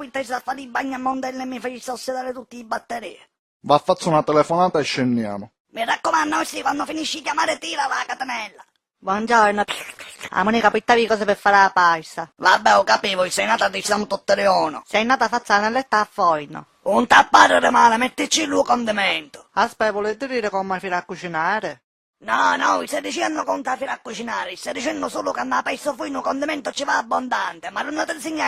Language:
Sicilian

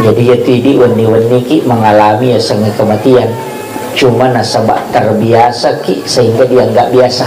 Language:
Buginese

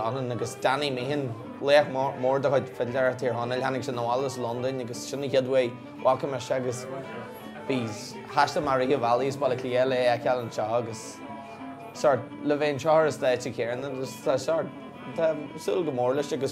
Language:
Irish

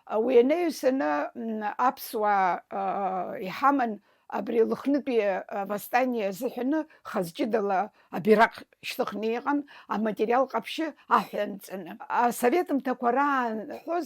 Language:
Abkhazian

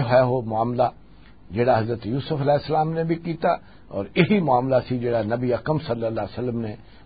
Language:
Western Panjabi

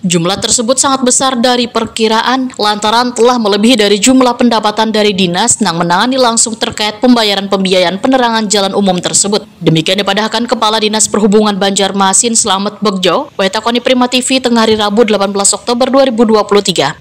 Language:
Banjar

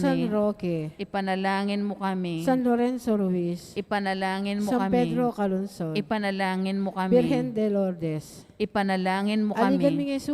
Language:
Pampanga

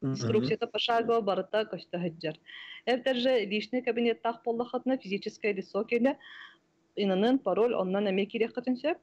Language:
Yakut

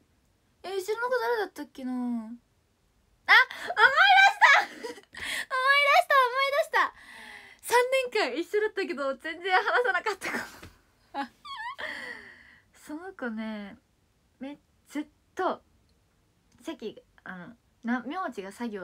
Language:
Japanese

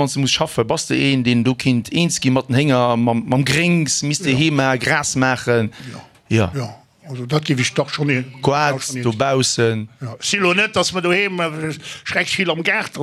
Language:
Luxembourgish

